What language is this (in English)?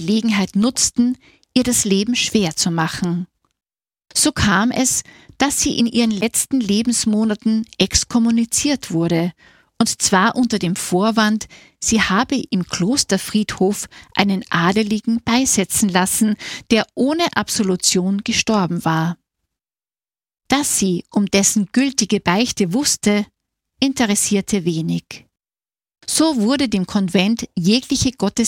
German